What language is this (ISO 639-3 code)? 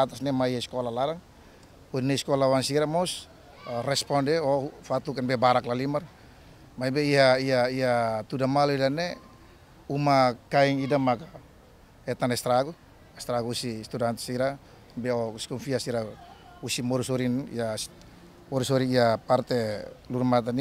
tet